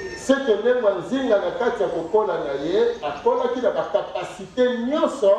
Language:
Lingala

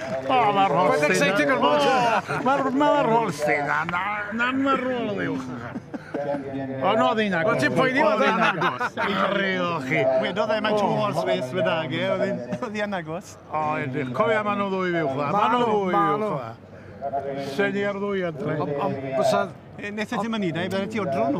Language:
Welsh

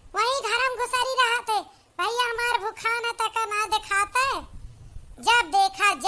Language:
Awadhi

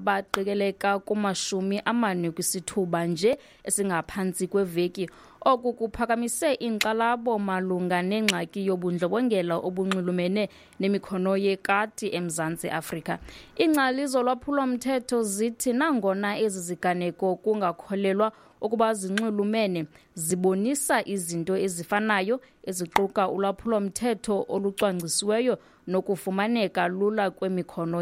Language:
Xhosa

